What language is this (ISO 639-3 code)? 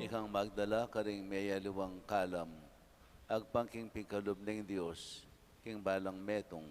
pam